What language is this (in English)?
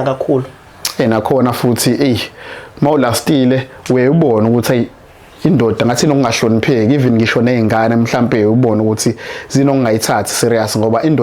Zulu